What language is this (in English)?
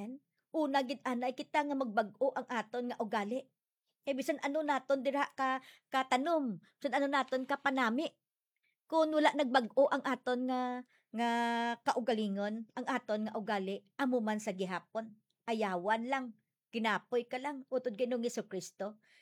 Hiligaynon